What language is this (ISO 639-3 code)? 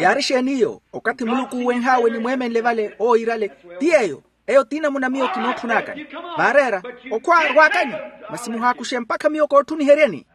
vmw